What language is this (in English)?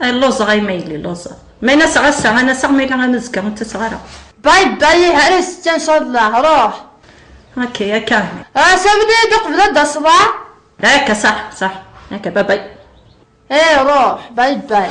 Kabyle